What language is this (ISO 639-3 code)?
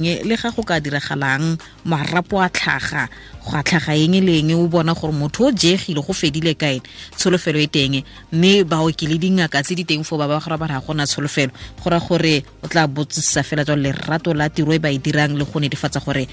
tsn